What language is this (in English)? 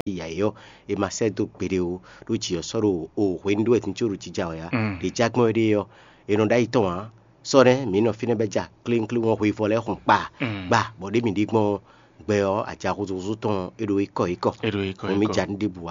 Fon